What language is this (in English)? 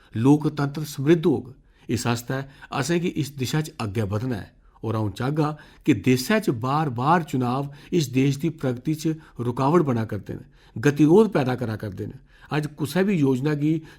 Dogri